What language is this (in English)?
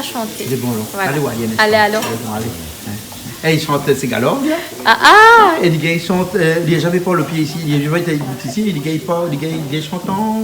Réunion Creole French